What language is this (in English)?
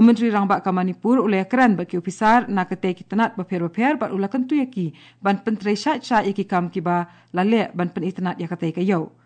Khasi